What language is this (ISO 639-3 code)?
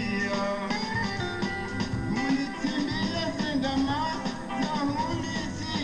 swa